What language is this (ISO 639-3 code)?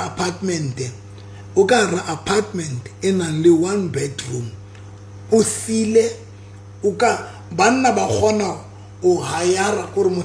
sot